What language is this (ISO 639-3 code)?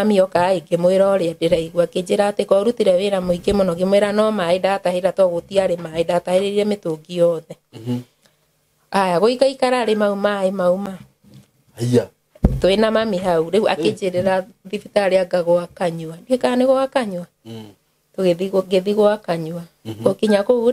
kik